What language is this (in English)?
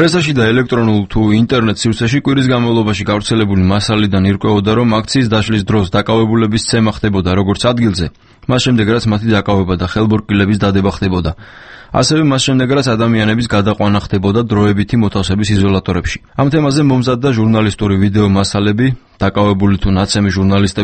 Georgian